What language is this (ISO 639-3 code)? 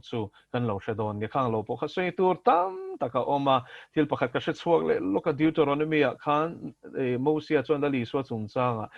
lus